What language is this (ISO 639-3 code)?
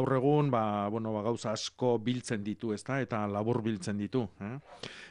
eus